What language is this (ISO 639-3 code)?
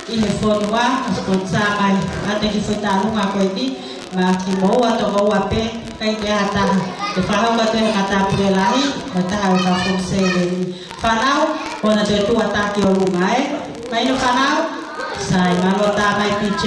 ton